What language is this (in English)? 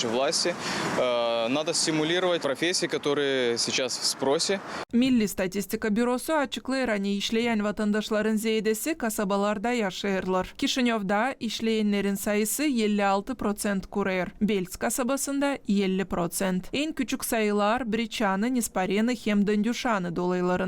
Gagauz